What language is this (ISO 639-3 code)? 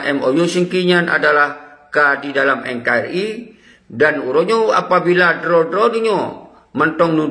ace